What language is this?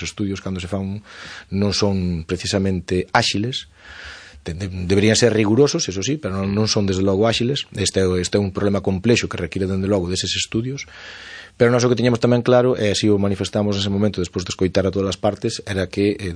Galician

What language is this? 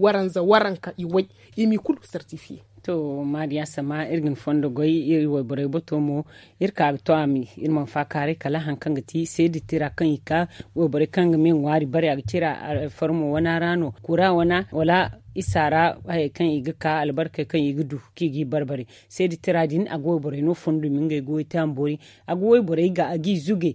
Zarma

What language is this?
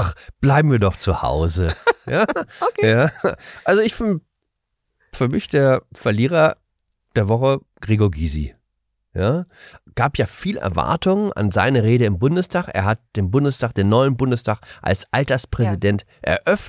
German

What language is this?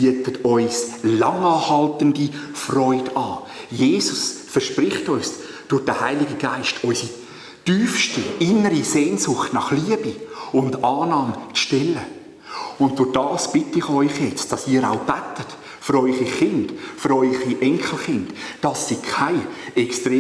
Swiss German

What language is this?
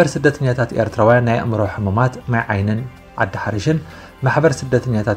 Tigrinya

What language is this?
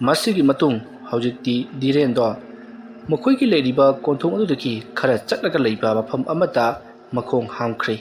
Manipuri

